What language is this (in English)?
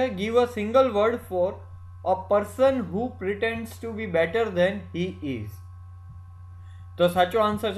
Gujarati